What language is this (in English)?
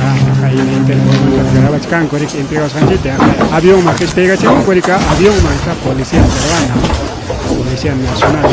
Ayacucho Quechua